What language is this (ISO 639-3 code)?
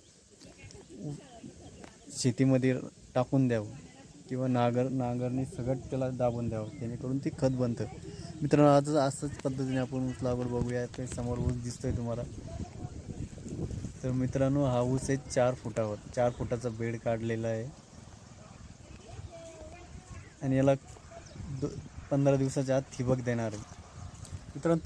mar